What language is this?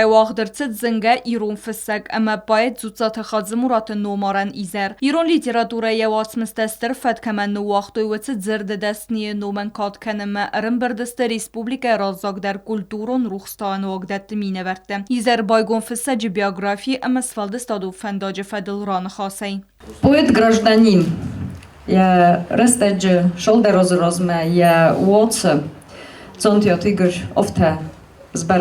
Ossetic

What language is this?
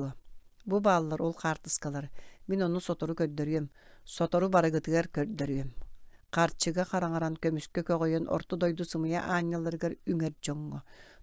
Yakut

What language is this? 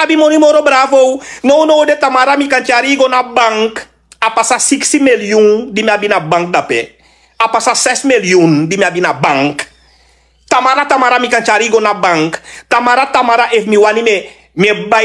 Sranan Tongo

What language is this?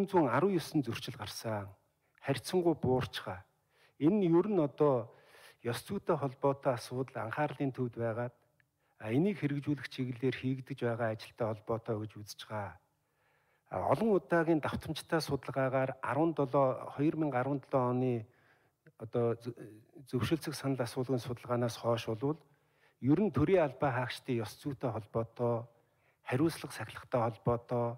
Mongolian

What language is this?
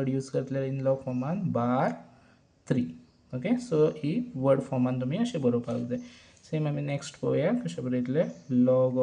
Konkani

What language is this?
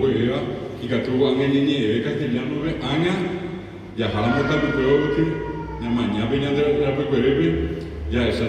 Guarani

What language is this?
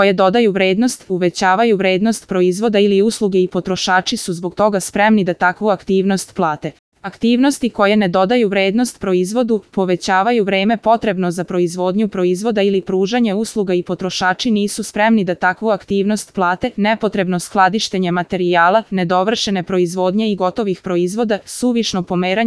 Serbian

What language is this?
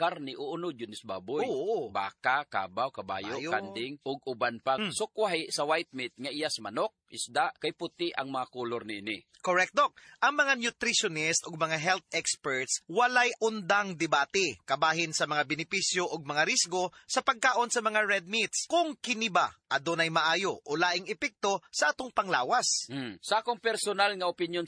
Cebuano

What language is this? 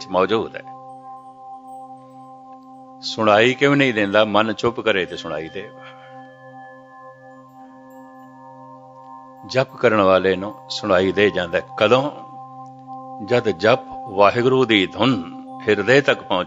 Punjabi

